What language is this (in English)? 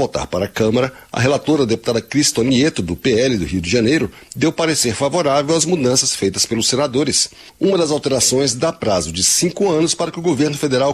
Portuguese